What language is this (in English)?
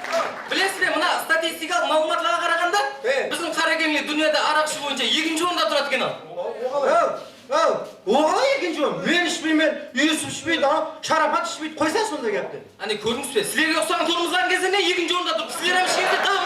Kara-Kalpak